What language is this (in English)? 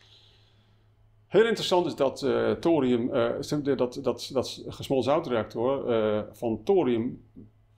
Dutch